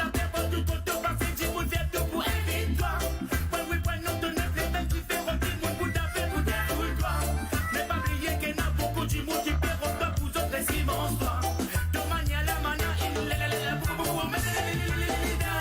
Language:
Morisyen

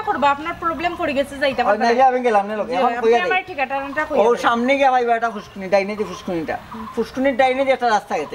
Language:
Sylheti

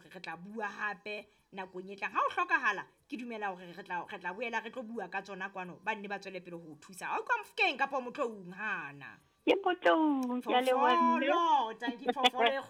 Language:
Southern Sotho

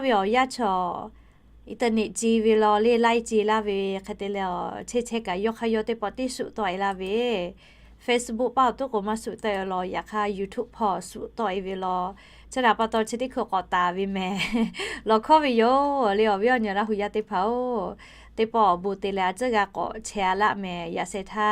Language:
Lahu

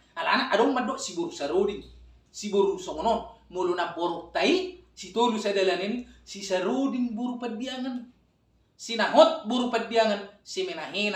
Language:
Batak Toba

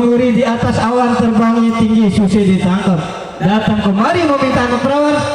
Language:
Betawi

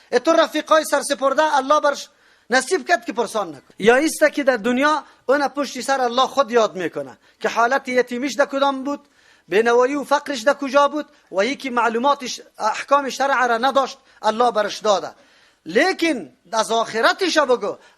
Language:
Persian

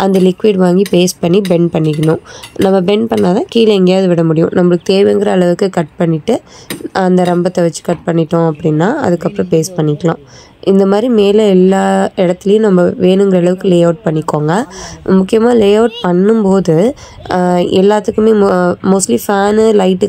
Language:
Tamil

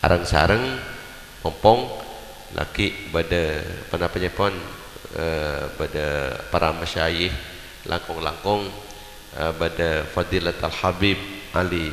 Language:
Madurese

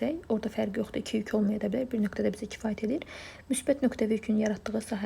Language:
Azerbaijani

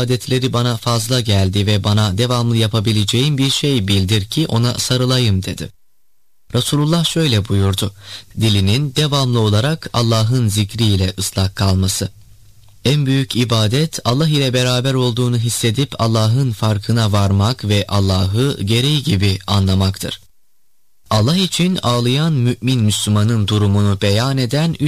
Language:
Turkish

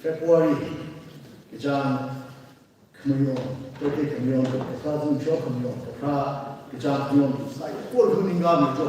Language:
Tangkhul Naga (India)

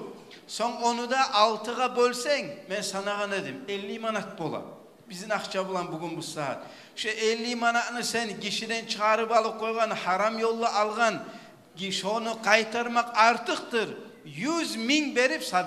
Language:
Kumyk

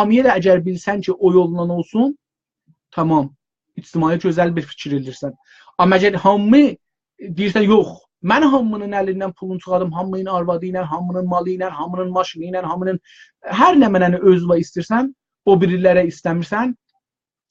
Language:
South Azerbaijani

